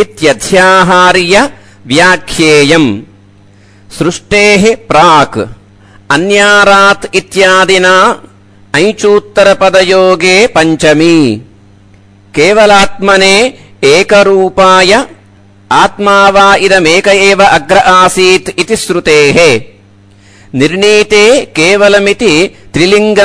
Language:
Sanskrit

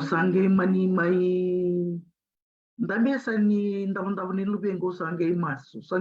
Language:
Fijian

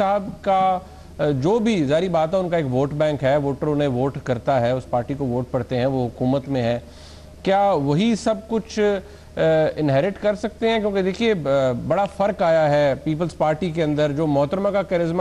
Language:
Urdu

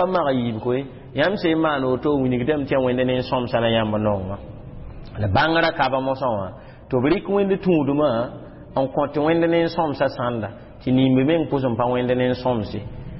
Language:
Mossi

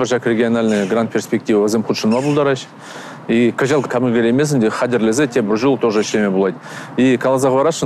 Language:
Chuvash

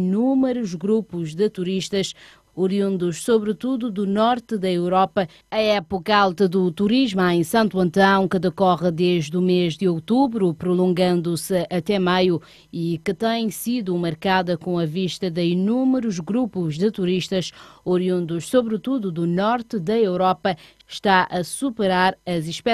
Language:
Portuguese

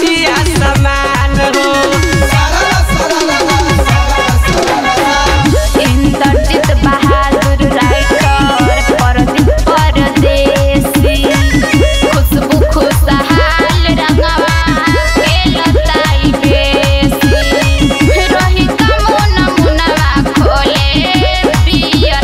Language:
Bhojpuri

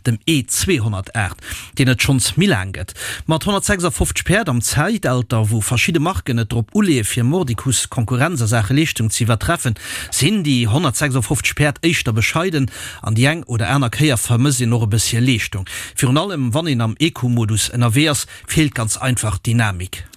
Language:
Luxembourgish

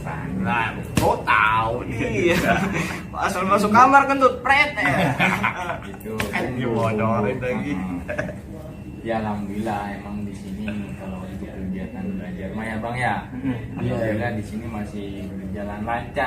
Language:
Betawi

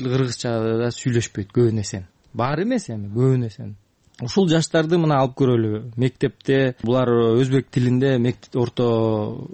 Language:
Kyrgyz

